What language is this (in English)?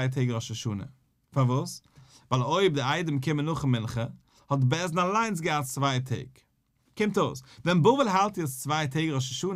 Yiddish